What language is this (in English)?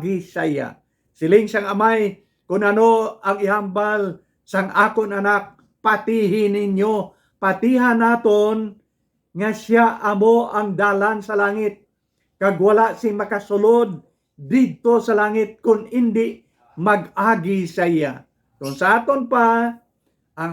Hiligaynon